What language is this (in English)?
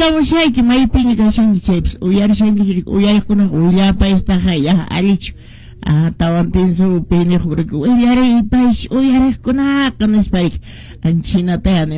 Quechua